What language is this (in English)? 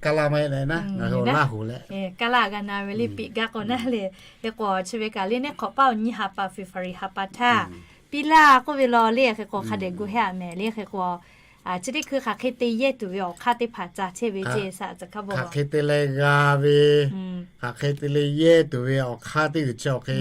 Lahu